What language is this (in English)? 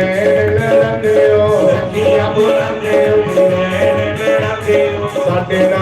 Dogri